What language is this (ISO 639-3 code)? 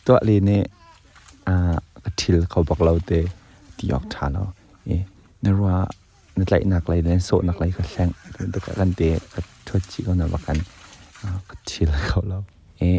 cnh